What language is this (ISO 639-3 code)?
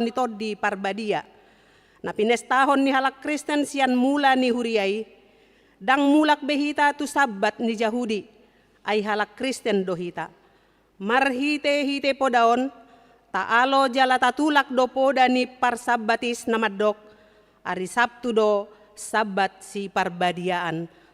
bbc